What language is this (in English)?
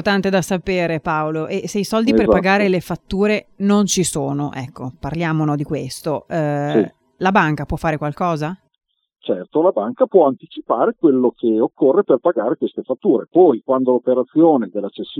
Italian